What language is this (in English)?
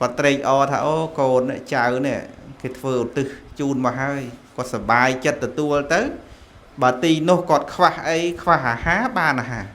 Khmer